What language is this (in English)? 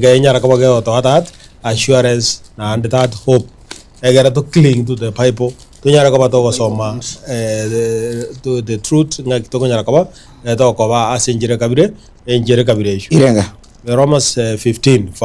Gusii